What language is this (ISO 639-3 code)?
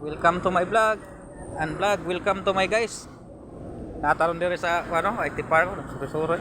ceb